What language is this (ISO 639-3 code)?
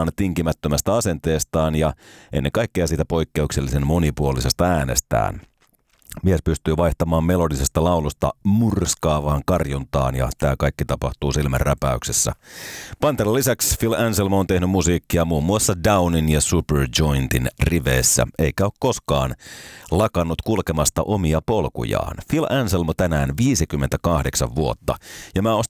fin